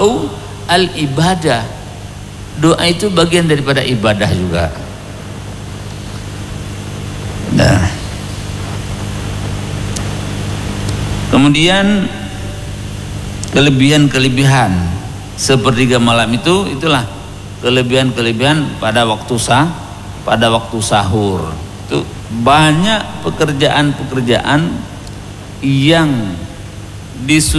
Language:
Indonesian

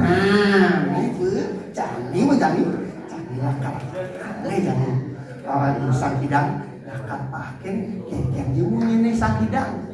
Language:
Balinese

